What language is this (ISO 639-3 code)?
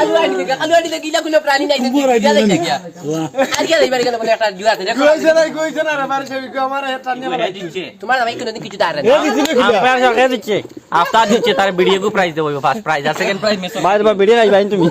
syl